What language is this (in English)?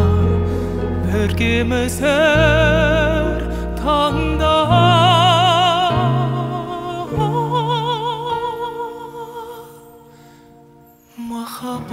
Kazakh